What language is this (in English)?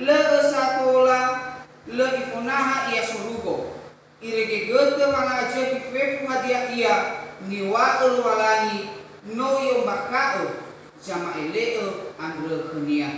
Nias